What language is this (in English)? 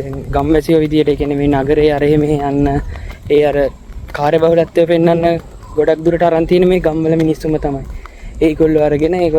Sinhala